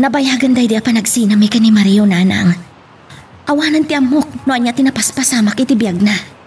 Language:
Iloko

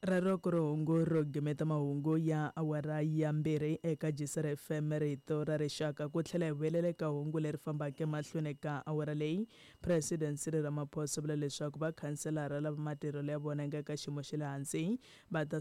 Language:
Tsonga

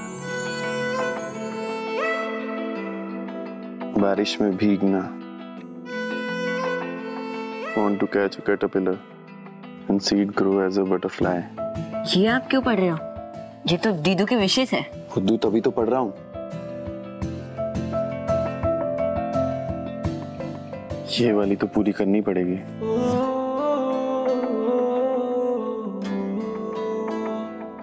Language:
Hindi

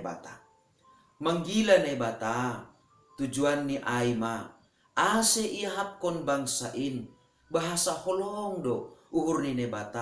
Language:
Batak Simalungun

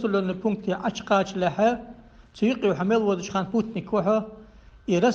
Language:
Ingush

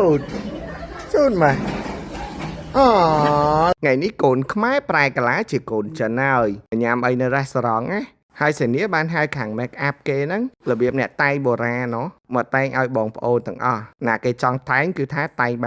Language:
Khmer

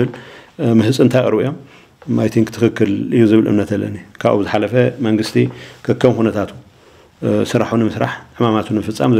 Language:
Tigrinya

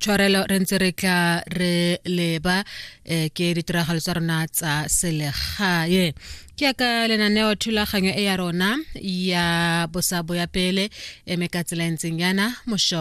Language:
Tswana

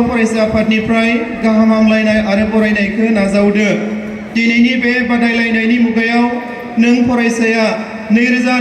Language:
Bodo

